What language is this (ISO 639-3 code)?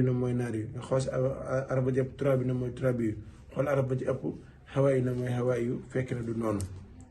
wol